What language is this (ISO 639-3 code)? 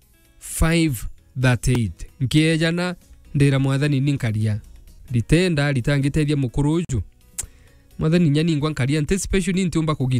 mer